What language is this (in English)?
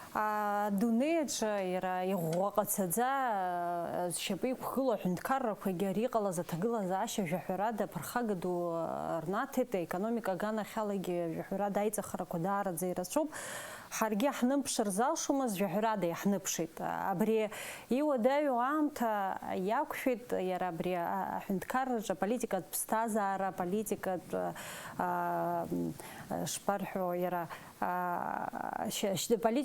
Abkhazian